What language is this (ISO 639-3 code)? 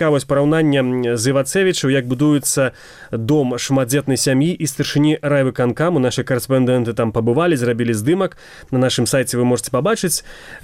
bel